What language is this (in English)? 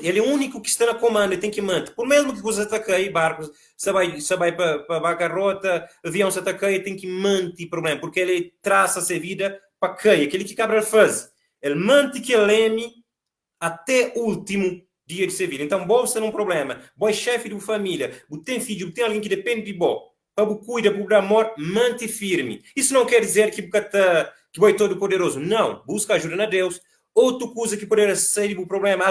Kabuverdianu